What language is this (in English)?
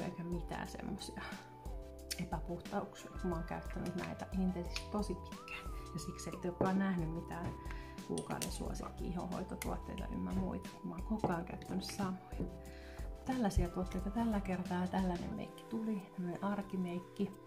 Finnish